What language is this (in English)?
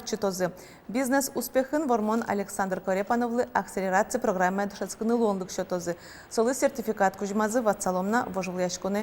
Udmurt